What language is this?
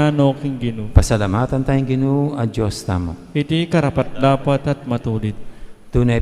Pampanga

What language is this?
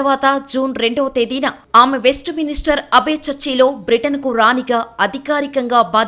Telugu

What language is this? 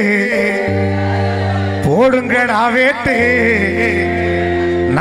Tamil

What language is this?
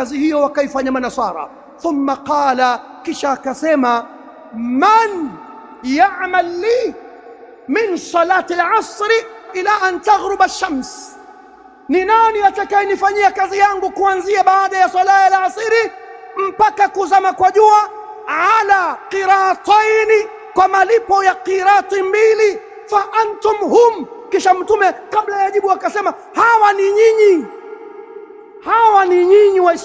Swahili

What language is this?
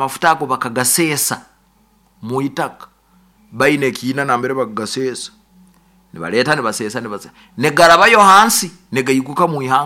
Nyoro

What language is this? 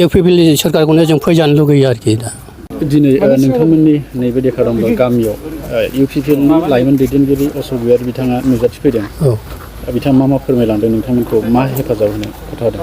Bodo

